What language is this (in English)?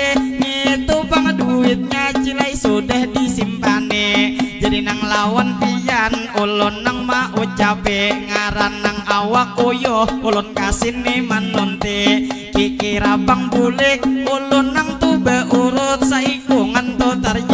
Banjar